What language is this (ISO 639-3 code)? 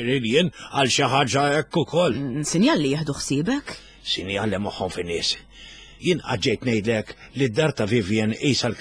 mlt